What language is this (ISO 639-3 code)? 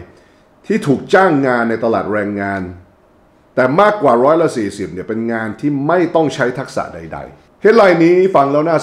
tha